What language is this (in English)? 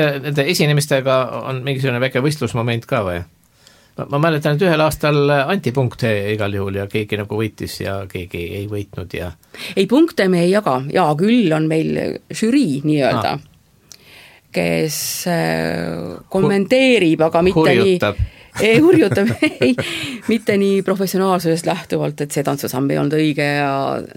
Estonian